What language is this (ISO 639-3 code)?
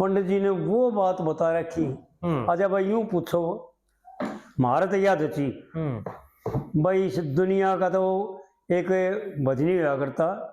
bgc